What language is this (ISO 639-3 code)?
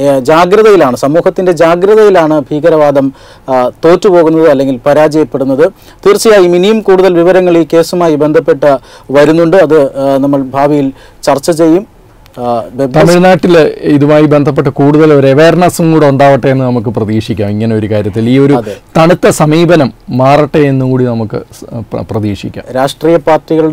mal